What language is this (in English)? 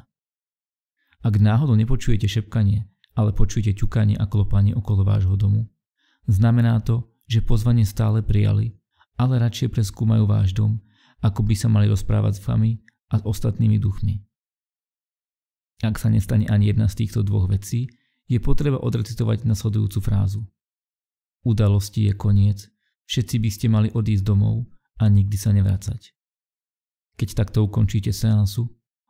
Slovak